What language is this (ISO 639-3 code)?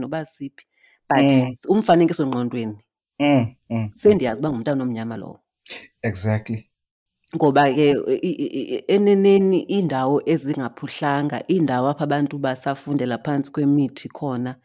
xho